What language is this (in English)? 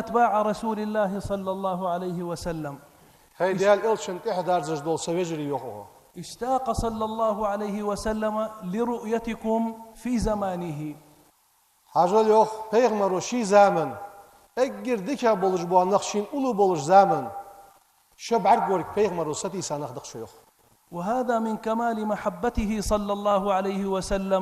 Ingush